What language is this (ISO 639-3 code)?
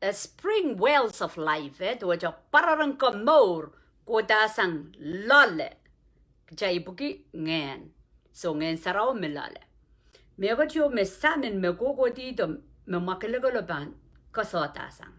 pon